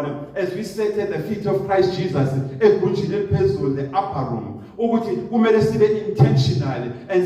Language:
Zulu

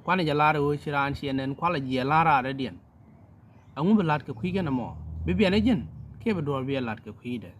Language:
Nuer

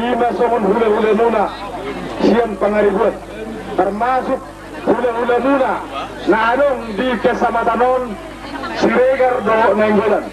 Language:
Batak Toba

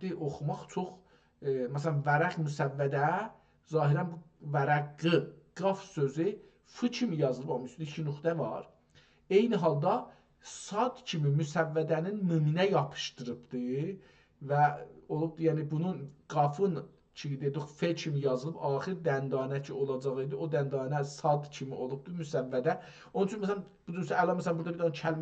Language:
South Azerbaijani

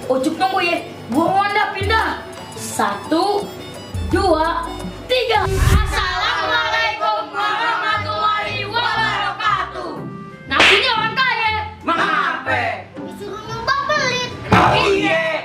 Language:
Betawi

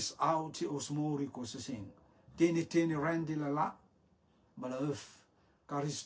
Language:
Rotuman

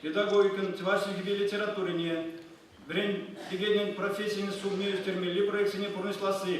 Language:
Chuvash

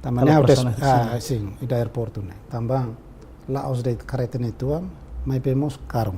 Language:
Tetum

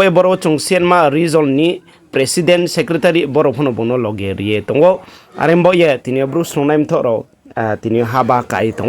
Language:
Riang (India)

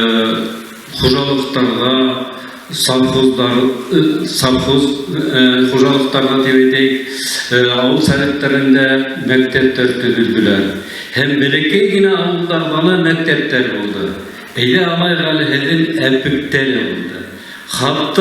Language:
Bashkir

